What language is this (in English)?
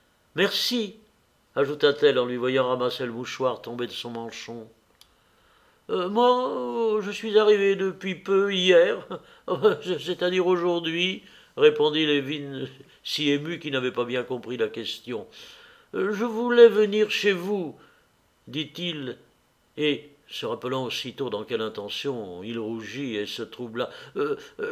French